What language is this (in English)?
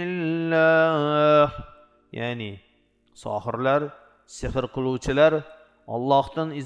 Uzbek